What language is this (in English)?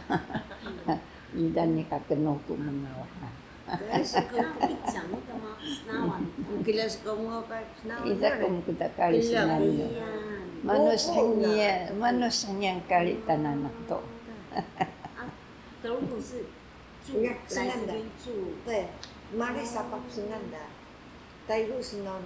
Taroko